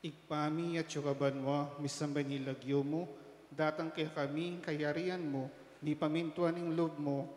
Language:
Pampanga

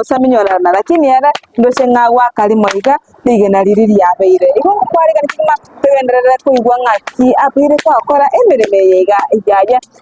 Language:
Gusii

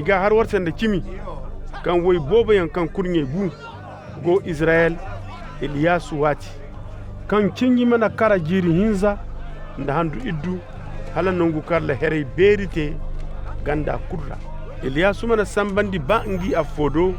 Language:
Koyraboro Senni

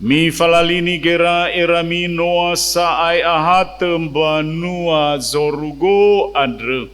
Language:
Nias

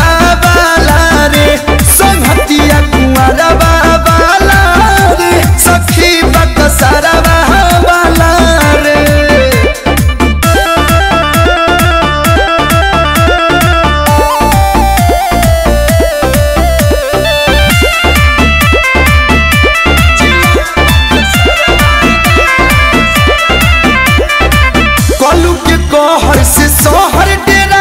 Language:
Bhojpuri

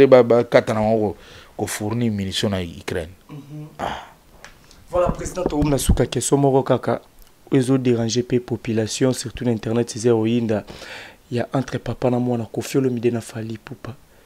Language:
Lingala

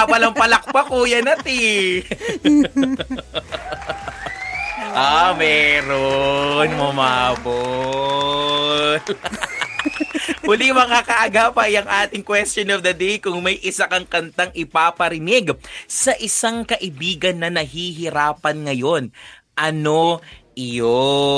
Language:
Filipino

